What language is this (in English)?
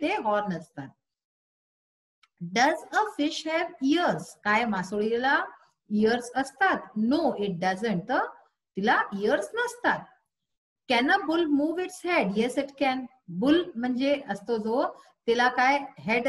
Marathi